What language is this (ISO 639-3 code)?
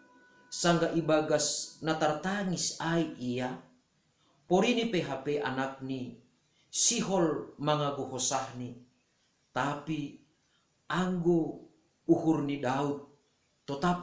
bts